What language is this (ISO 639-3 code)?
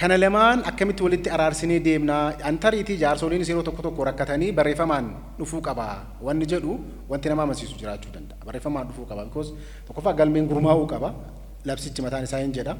orm